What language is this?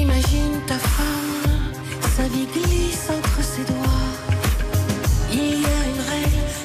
French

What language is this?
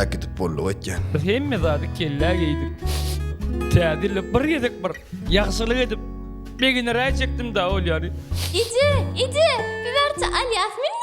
Turkmen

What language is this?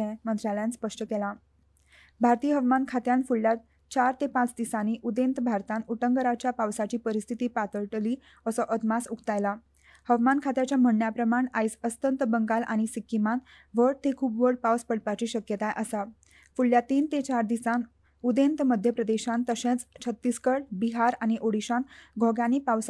Konkani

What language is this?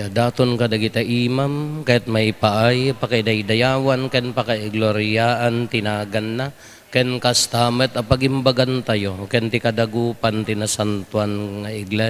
Iloko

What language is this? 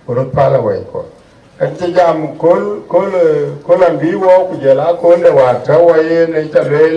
Dinka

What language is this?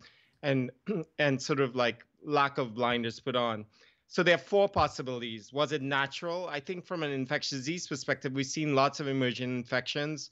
English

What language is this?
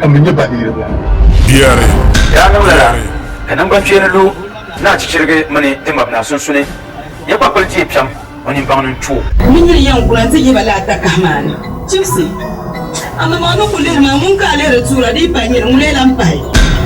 Dagbani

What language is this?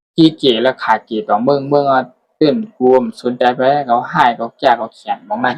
Shan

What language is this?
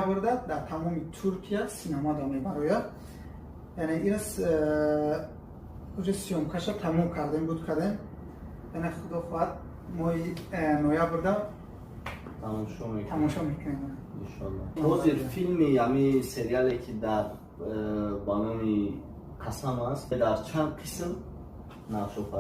Tajik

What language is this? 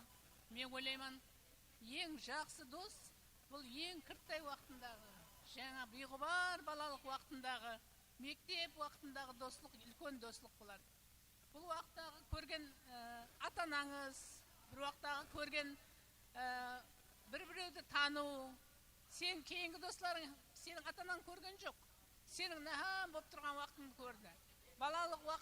Kara-Kalpak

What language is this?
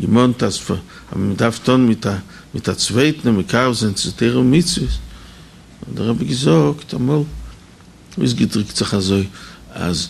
Yiddish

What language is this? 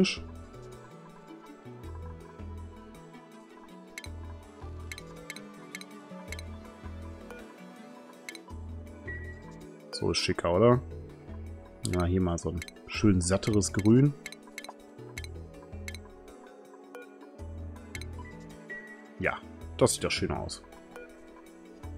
German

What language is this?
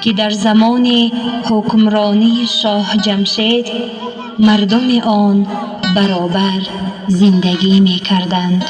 Tajik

